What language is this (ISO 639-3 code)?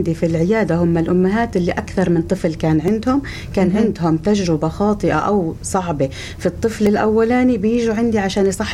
apc